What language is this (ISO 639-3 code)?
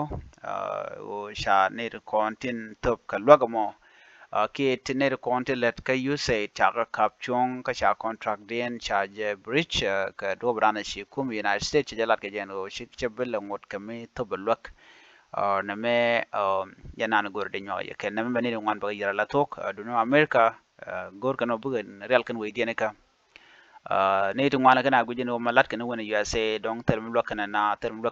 nus